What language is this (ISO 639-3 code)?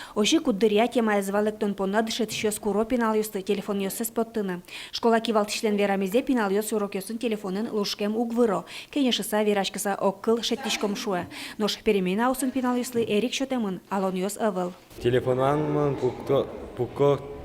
udm